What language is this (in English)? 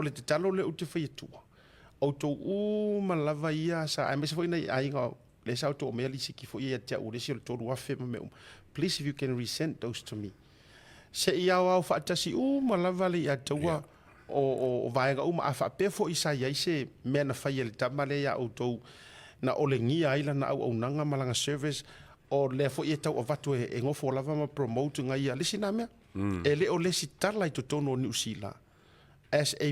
Samoan